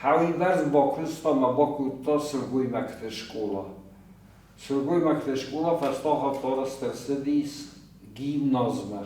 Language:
Ossetic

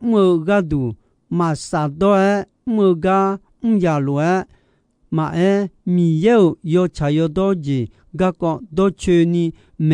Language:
Akha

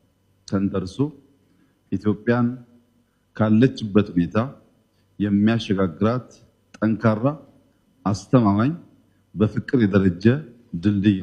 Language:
Amharic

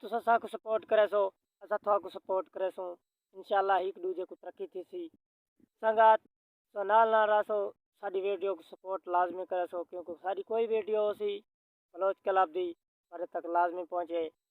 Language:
Saraiki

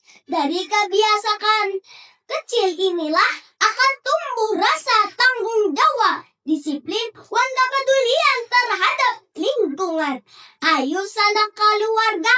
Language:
Banjar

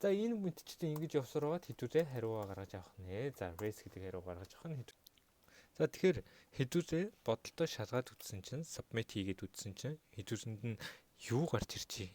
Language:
Mongolian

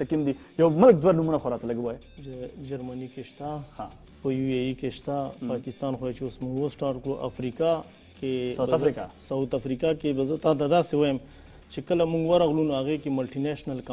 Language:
Pashto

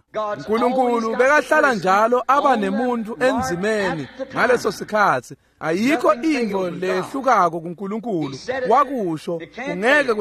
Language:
Swati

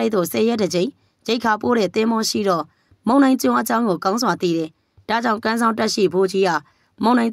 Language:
Burmese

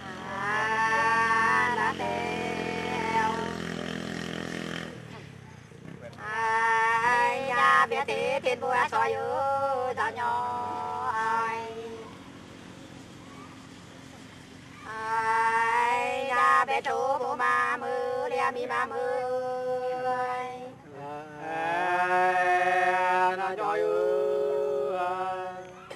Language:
Vietnamese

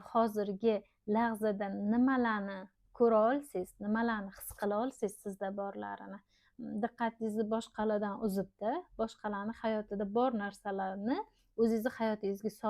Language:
Uzbek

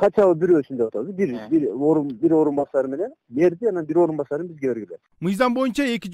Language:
Kyrgyz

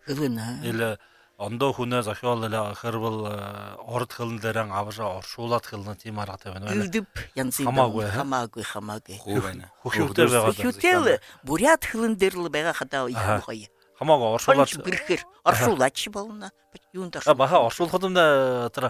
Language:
Buriat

